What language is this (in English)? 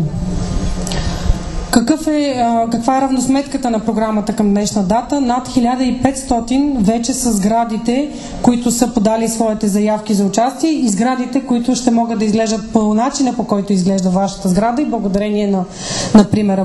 Bulgarian